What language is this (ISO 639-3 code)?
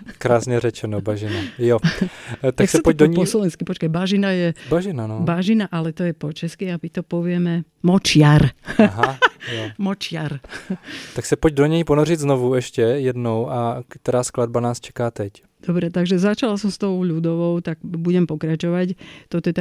slk